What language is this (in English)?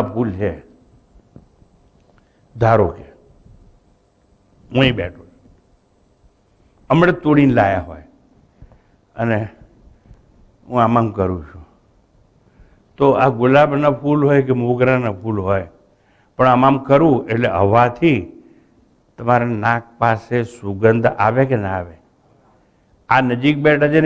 Gujarati